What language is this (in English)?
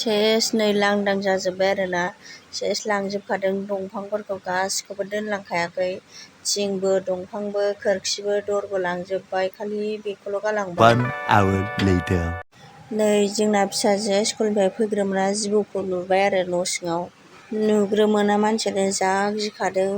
Bodo